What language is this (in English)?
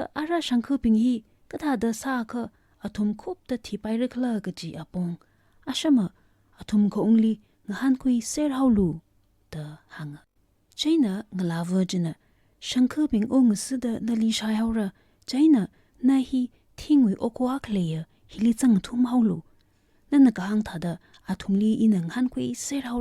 Tangkhul Naga (India)